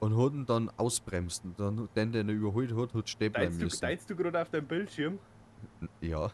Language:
Bavarian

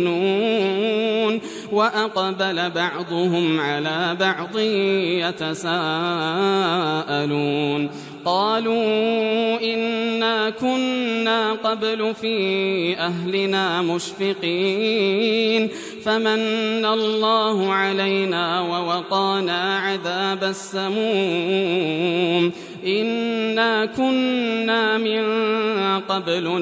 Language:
Arabic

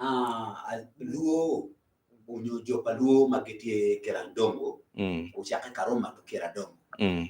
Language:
Acoli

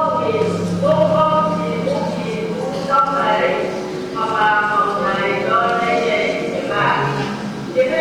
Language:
Phom Naga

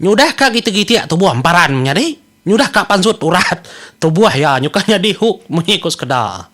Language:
Iban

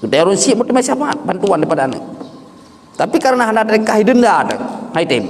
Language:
Achinese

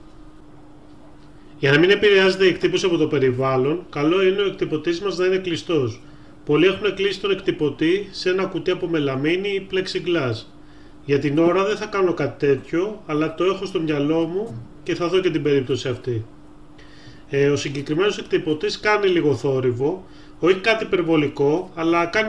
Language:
Greek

